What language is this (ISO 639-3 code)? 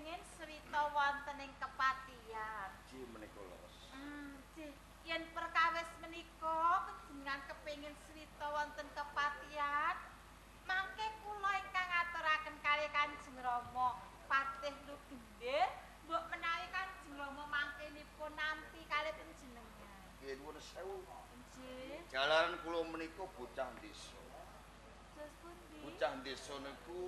jav